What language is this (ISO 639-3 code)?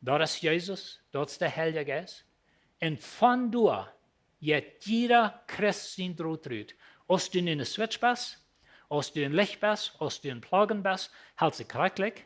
pdt